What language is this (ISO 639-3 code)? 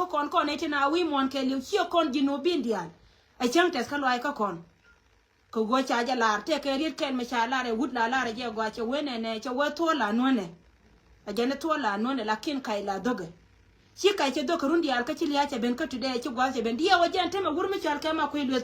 nus